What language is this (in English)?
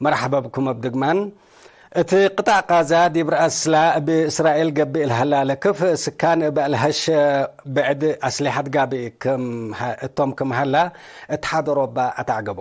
Tigre